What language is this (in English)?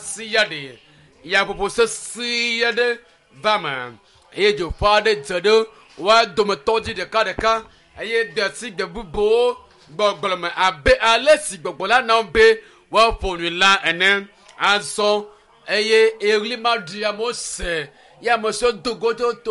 Ewe